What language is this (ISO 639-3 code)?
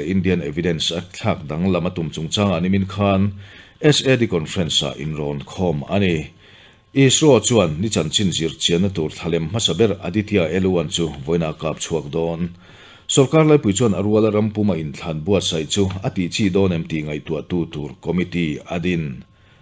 lus